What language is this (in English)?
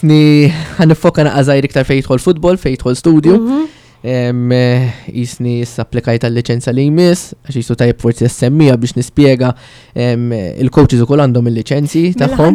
Maltese